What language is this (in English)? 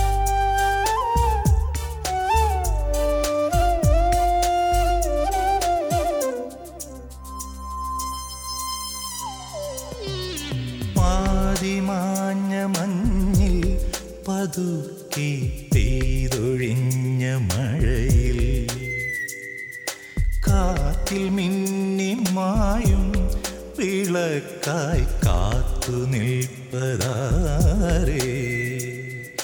Malayalam